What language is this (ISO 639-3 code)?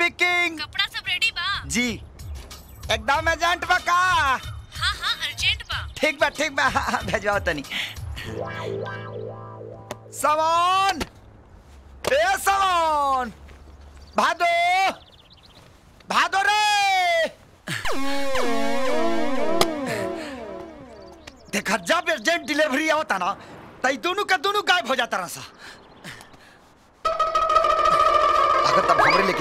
bho